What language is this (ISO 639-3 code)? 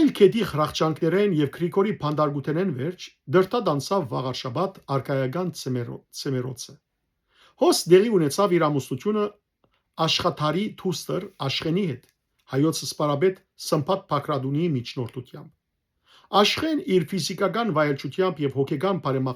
hyw